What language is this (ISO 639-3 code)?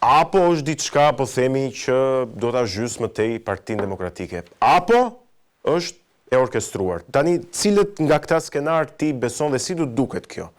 sqi